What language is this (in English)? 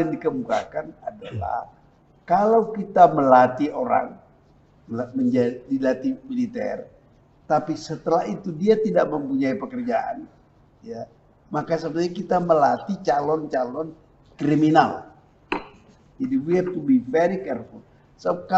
Indonesian